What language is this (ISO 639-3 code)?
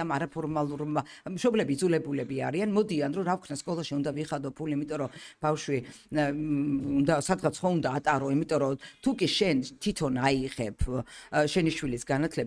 kat